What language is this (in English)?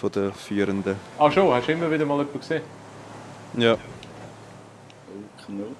Swiss German